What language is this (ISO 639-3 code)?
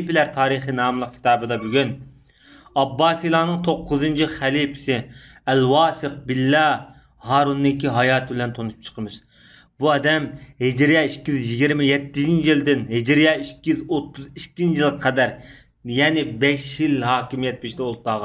uig